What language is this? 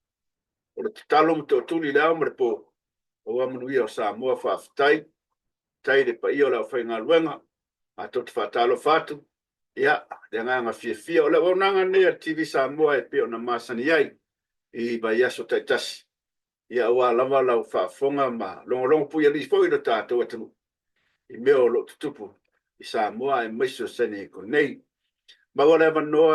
Samoan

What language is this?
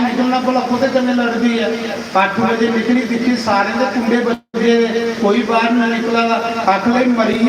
Dogri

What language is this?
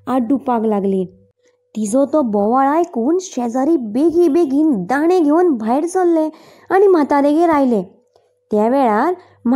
Konkani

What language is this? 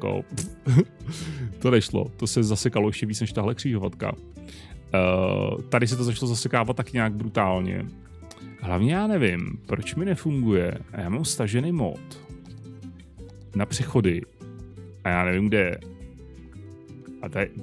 Czech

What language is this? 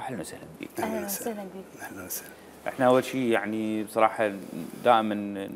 Mesopotamian Arabic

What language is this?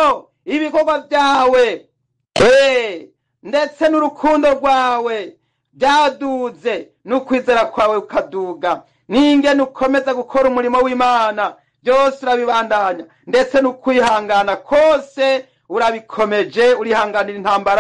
Rundi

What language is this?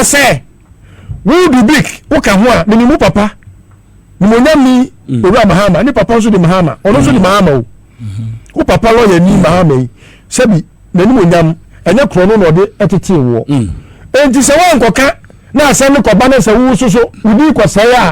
Akan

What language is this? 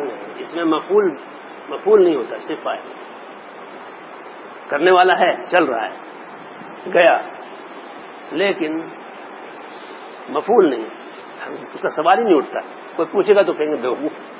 Urdu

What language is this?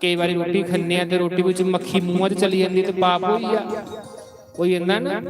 Dogri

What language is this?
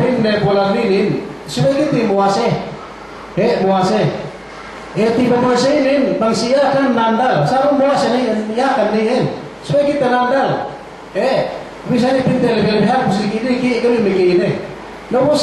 Yakan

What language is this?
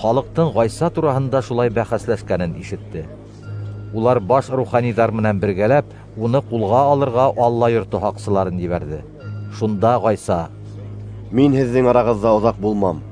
Bashkir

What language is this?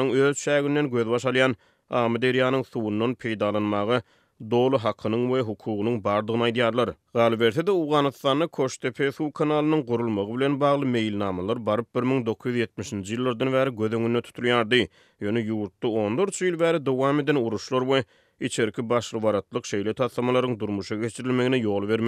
Turkmen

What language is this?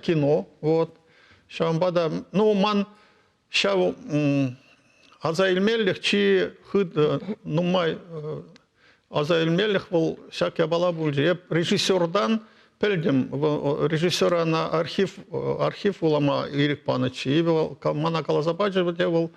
Chuvash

